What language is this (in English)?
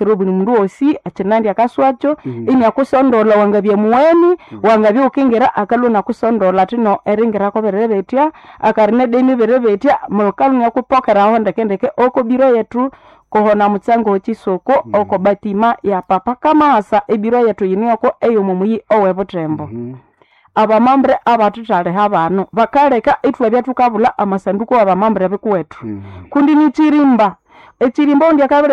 Nande